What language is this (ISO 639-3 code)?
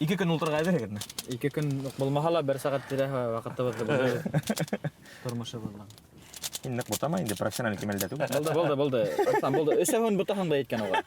bak